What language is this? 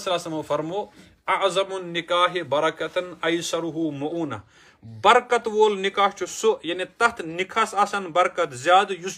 Kashmiri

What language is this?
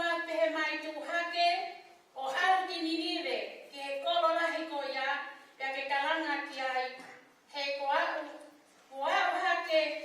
Tongan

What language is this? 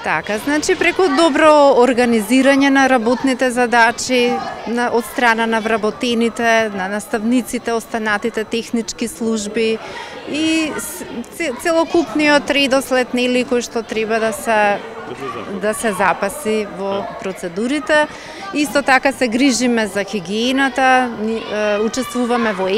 Macedonian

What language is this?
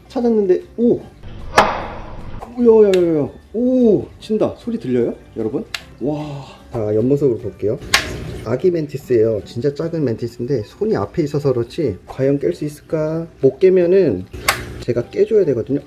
Korean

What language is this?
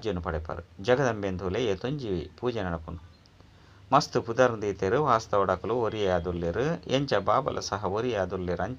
Tulu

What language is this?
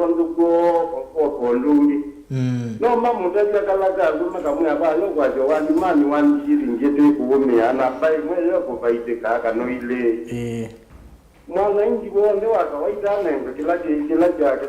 Kamba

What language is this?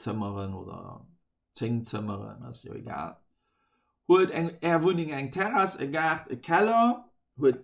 Luxembourgish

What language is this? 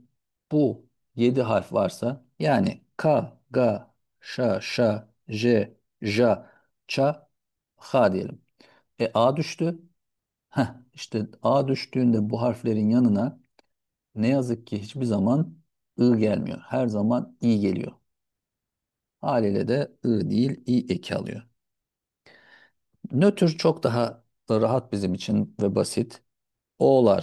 Turkish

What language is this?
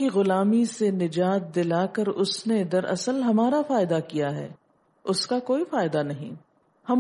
Urdu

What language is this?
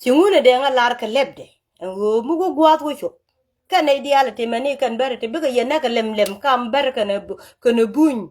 Nuer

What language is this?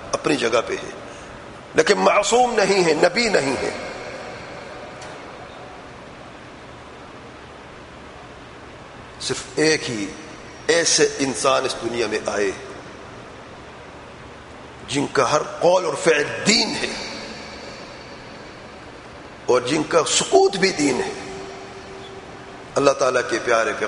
Urdu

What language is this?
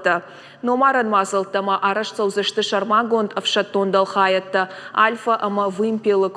Ossetic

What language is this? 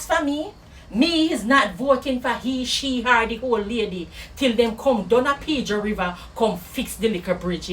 Jamaican Creole English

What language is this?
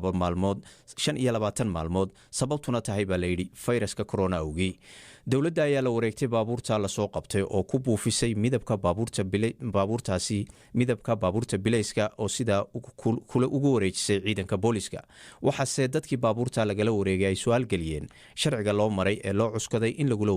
Somali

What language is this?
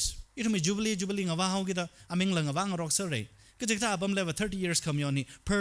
Tangkhul Naga (India)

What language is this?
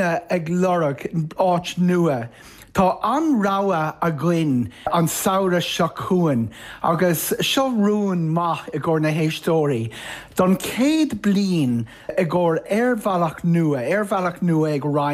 Irish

